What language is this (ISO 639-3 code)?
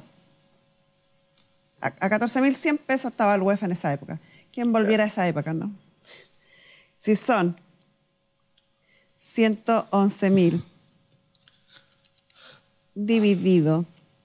spa